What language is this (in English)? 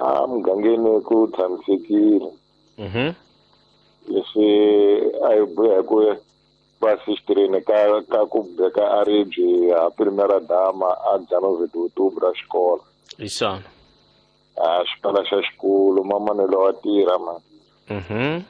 Tsonga